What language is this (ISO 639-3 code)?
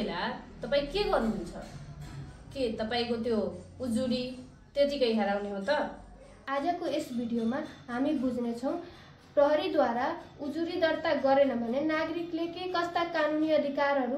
nep